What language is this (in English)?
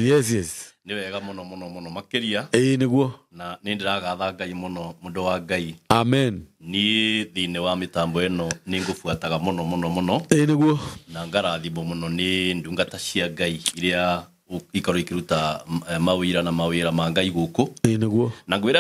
Kikuyu